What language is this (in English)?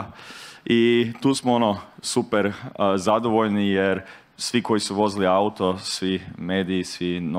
Croatian